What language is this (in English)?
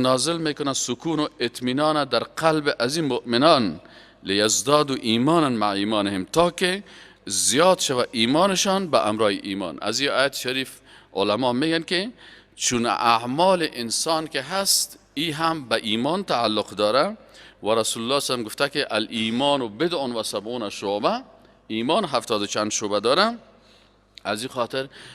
Persian